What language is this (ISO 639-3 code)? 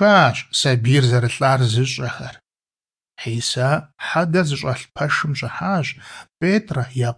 kbd